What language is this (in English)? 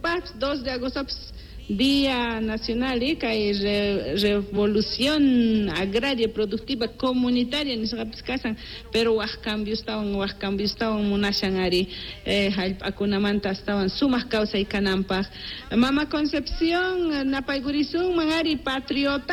Quechua